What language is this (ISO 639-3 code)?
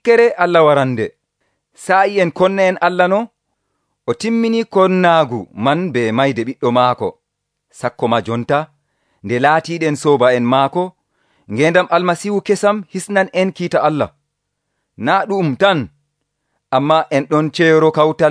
fuv